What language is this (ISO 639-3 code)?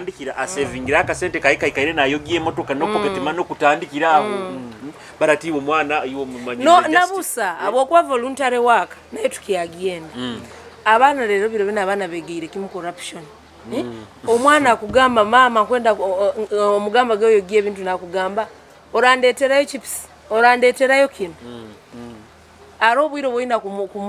nyo